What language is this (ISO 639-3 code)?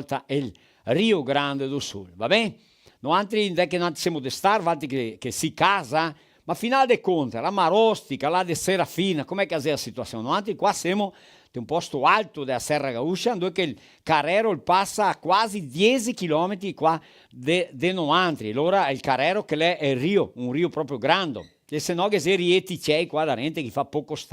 vec